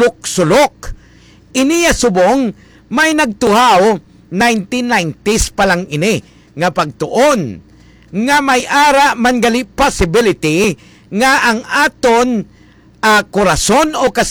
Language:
Hiligaynon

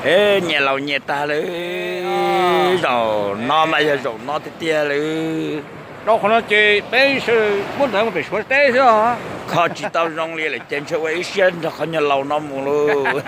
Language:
Hmong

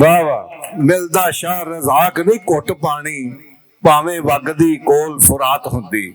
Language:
Western Panjabi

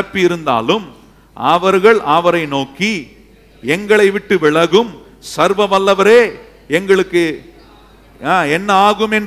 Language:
Tamil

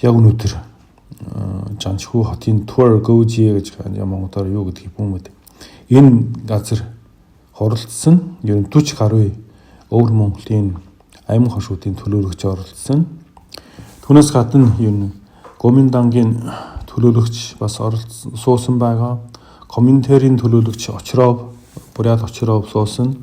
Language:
Mongolian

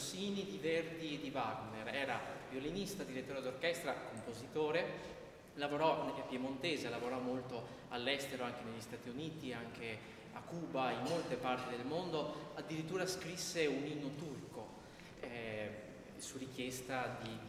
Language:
Italian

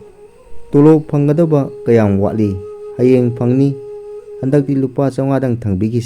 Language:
Manipuri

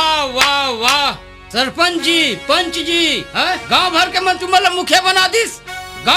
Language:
Chhattisgarhi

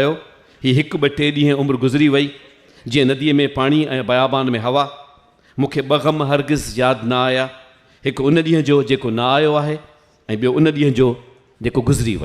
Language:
Sindhi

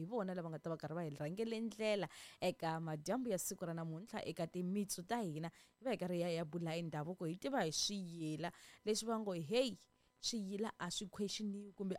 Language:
Tsonga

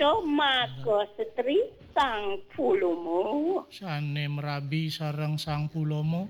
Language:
Balinese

